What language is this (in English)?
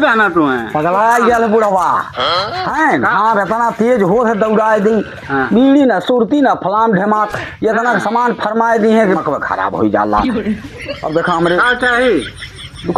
Awadhi